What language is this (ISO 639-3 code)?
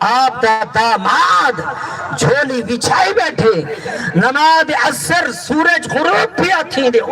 skr